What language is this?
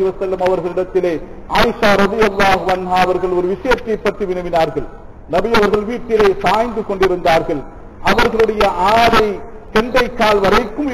Tamil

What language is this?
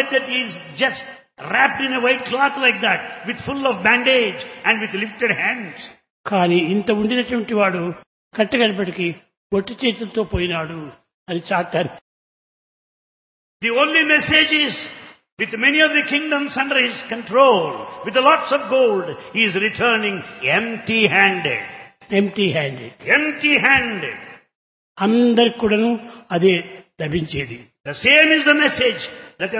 Telugu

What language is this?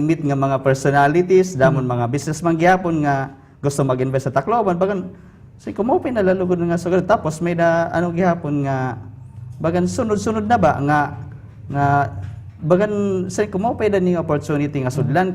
Waray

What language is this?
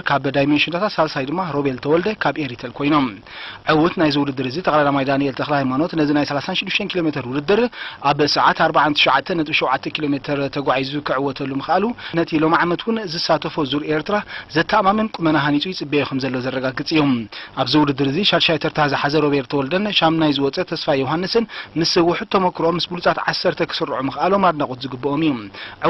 Tigrinya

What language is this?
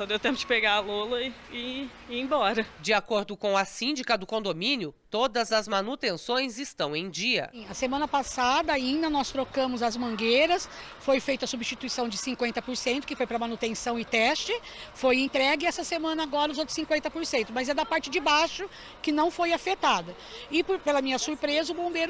Portuguese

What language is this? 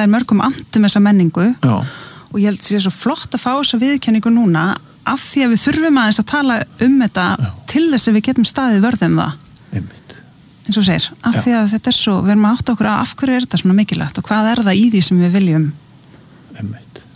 Icelandic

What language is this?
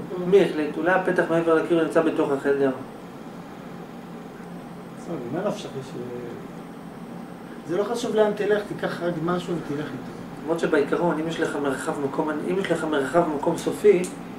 Hebrew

